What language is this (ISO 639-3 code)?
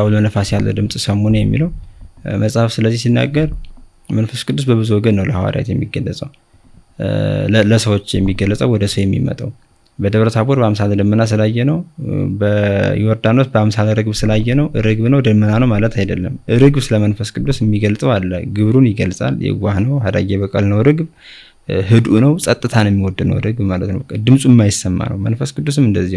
amh